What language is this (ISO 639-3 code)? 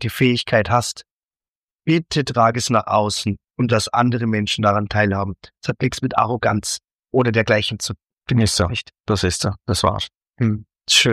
deu